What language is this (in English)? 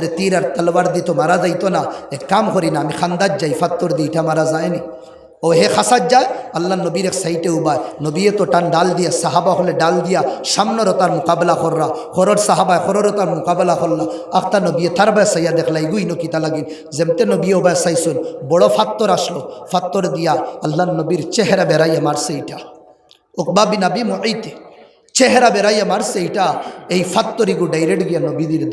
Sylheti